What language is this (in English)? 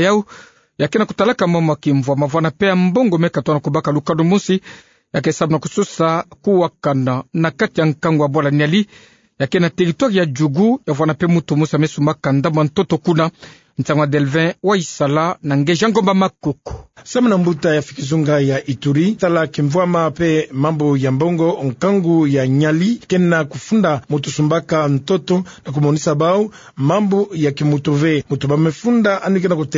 Kituba (Democratic Republic of Congo)